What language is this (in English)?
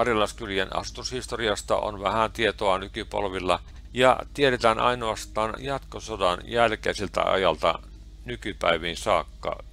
Finnish